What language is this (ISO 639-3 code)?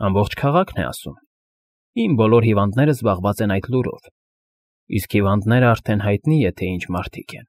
hye